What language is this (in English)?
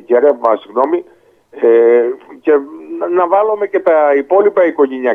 Greek